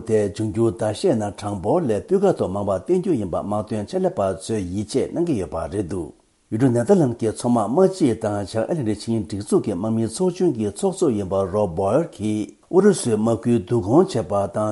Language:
Tibetan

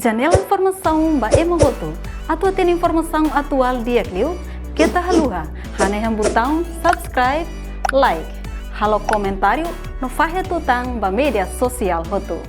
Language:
Tetum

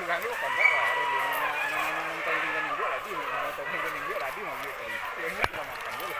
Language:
Minangkabau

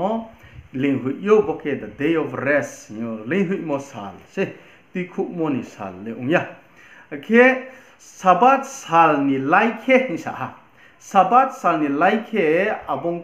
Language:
Riang (India)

